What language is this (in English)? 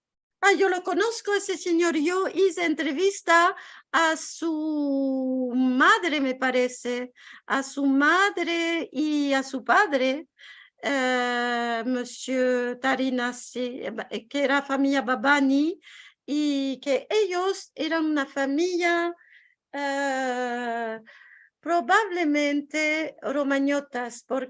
Ladino